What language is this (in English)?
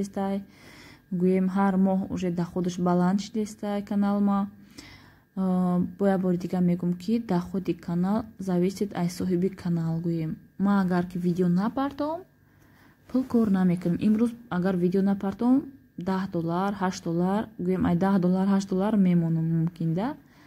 Tajik